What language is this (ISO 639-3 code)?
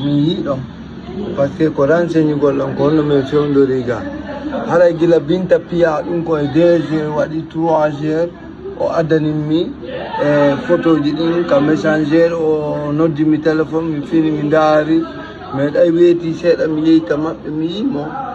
ful